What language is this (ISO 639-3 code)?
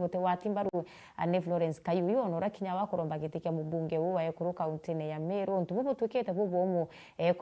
mer